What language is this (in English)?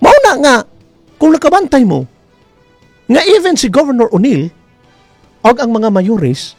Cebuano